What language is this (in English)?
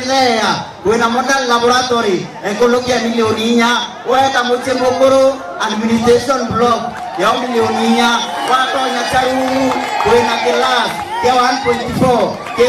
Meru